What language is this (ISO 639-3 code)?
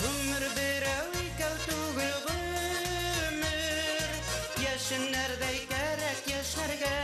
bak